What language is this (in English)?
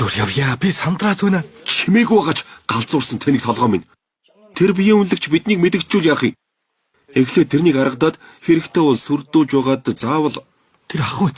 Mongolian